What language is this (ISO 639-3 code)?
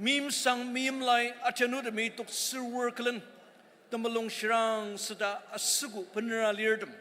njo